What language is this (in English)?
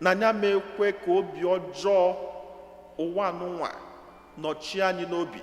Igbo